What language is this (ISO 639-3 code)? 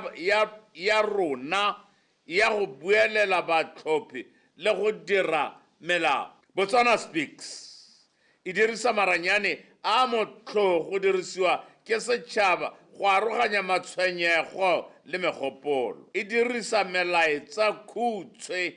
tsn